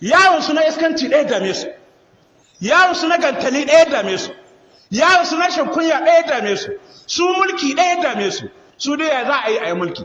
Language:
Hausa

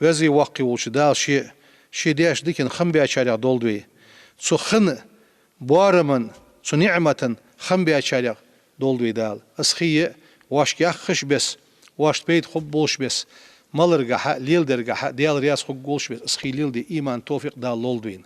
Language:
Ingush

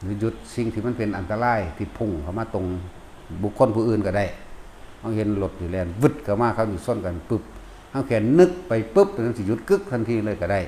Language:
Northeastern Thai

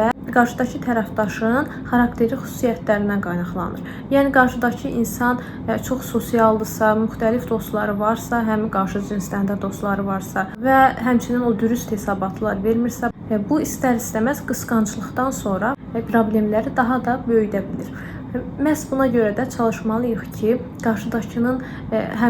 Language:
Azerbaijani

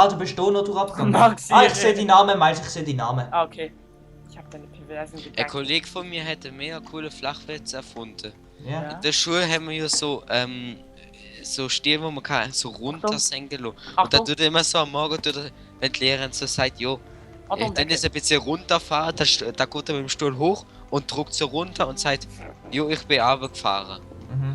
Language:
Swiss German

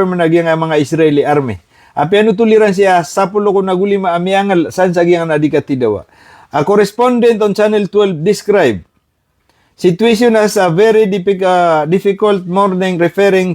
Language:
Maranao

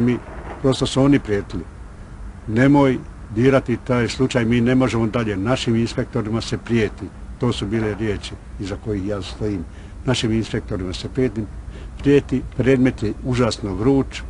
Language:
Bosnian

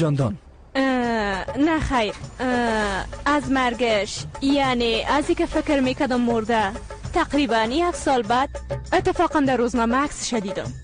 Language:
Persian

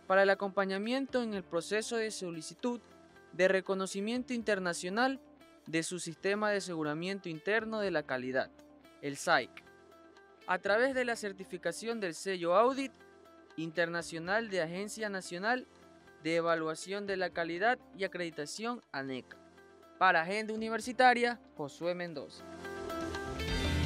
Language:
Spanish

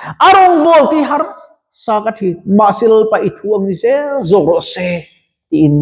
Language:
Mizo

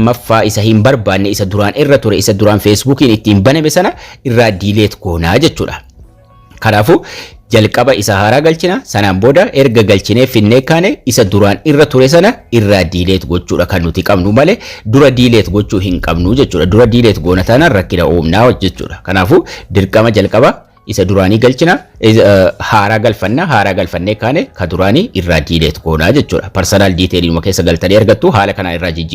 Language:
Oromo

